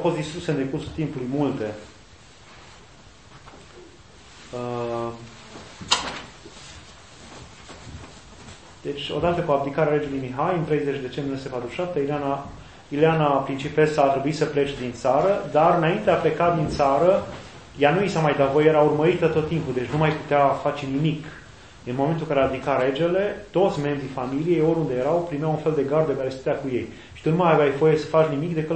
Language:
Romanian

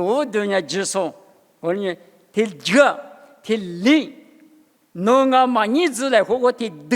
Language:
Lisu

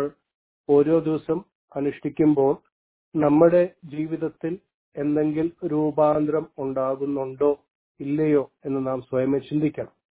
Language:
Malayalam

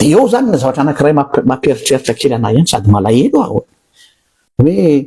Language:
Malagasy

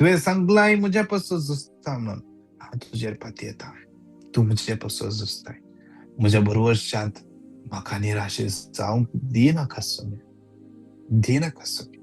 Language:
Konkani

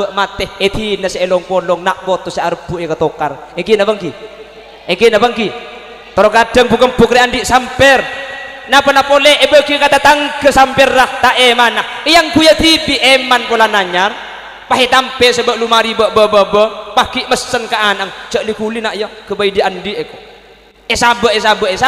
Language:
Madurese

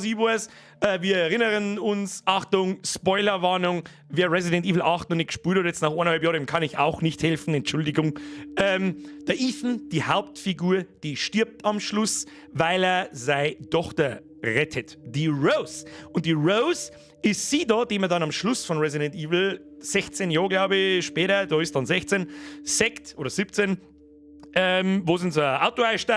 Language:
Bavarian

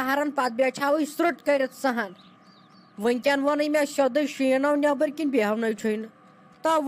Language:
Kashmiri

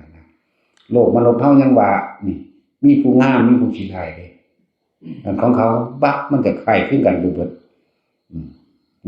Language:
Northeastern Thai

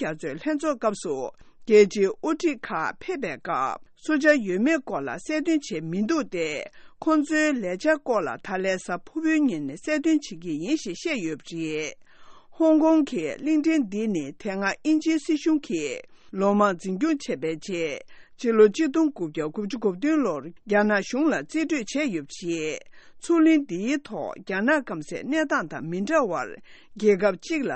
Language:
Tibetan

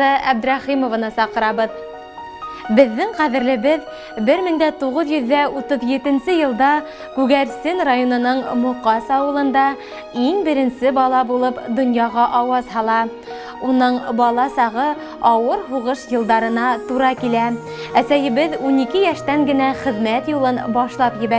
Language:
Bashkir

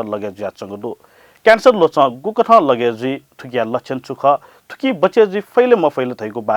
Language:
Newari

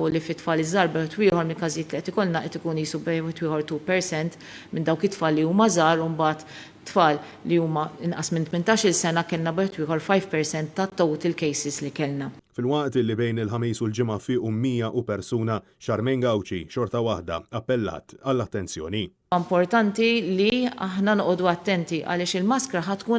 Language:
Maltese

